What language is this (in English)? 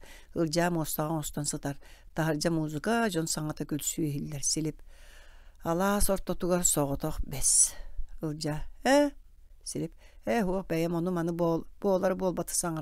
Yakut